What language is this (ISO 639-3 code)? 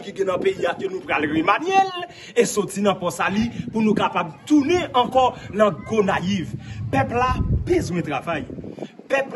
hat